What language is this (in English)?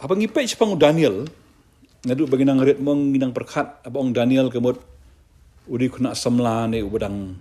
Khasi